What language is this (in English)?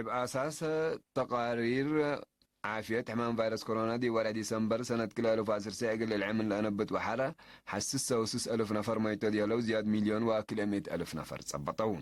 Tigre